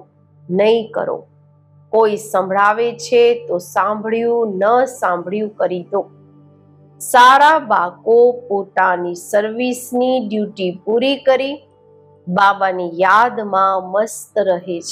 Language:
Gujarati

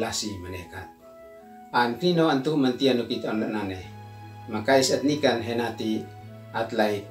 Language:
Uab Meto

